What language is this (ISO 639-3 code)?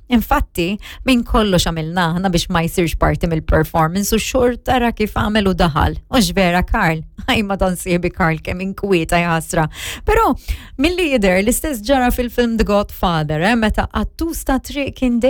mlt